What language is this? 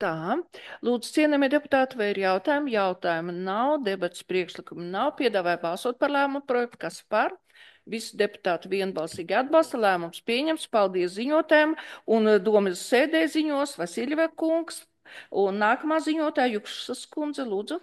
Latvian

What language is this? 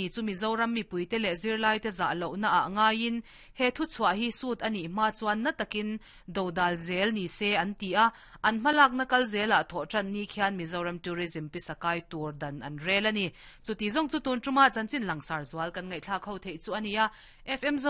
Mizo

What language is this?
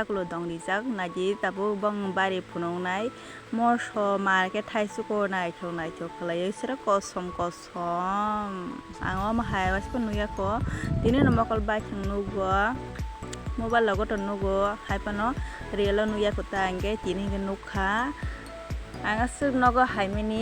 Kok Borok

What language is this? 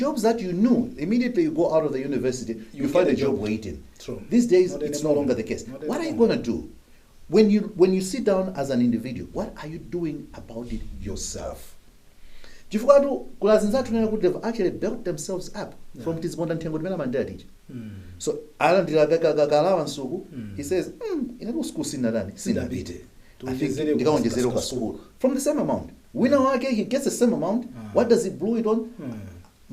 Nyanja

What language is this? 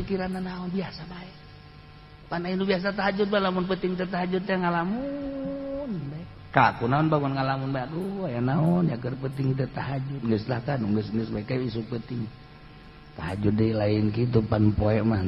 Sundanese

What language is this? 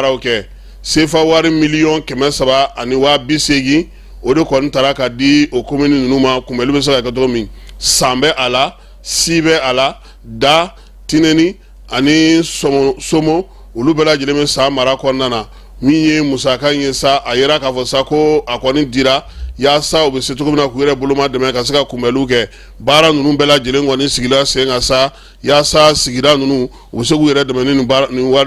Bambara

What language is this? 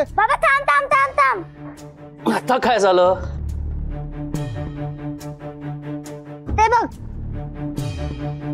Marathi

